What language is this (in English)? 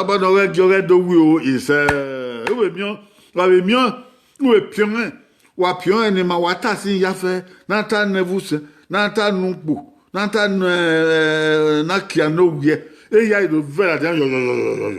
Bini